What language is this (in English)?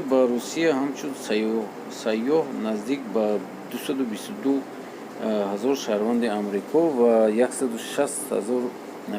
Tajik